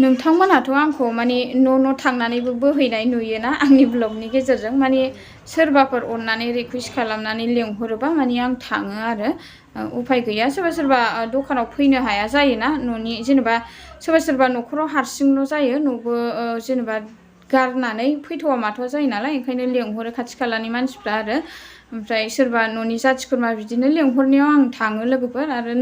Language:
Bodo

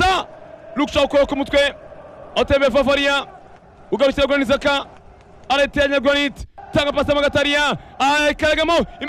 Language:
Kinyarwanda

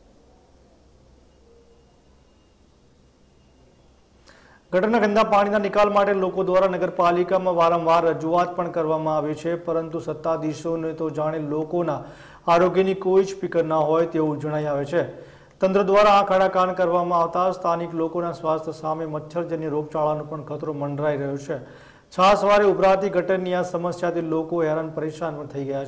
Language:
Gujarati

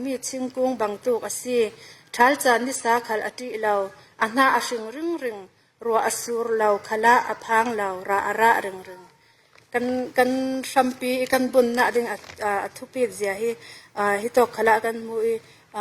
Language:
Falam Chin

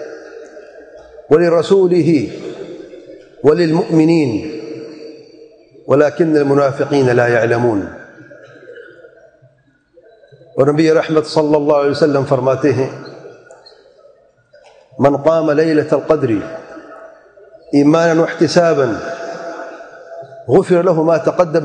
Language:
Urdu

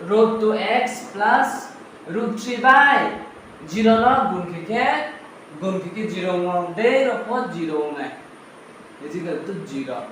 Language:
Riang (India)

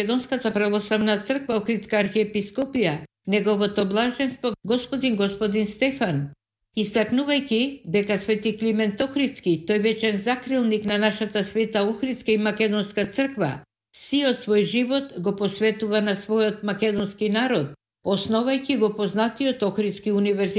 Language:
Macedonian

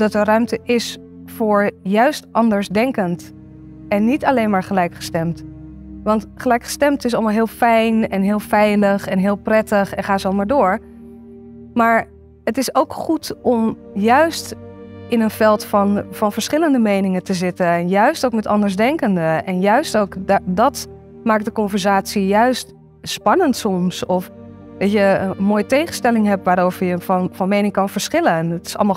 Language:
Dutch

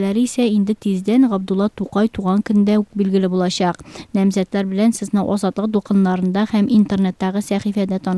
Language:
Tatar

